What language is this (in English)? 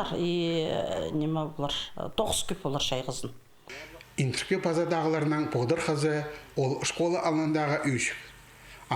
Khakas